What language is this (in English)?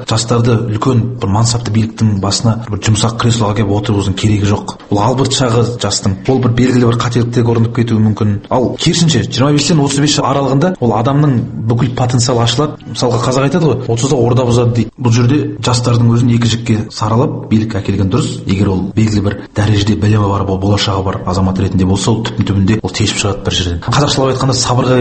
Kazakh